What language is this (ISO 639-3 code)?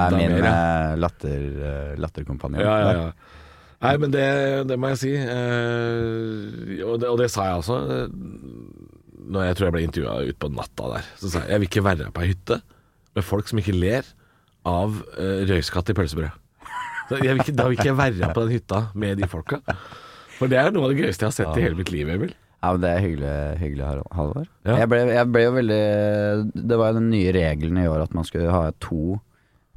nor